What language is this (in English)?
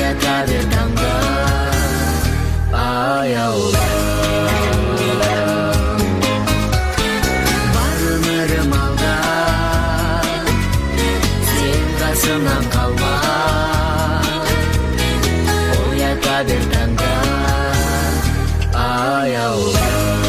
Kazakh